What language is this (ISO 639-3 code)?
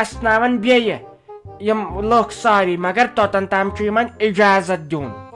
kas